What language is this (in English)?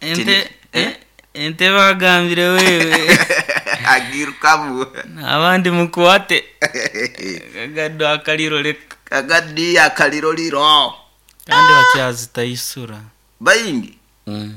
Nyoro